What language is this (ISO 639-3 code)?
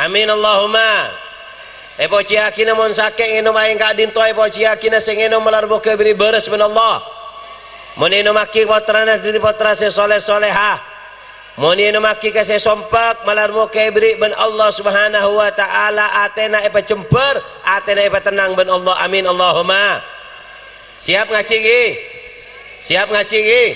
mad